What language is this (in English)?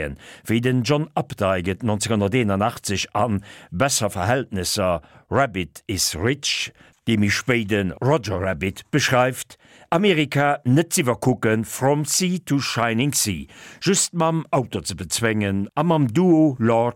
Luxembourgish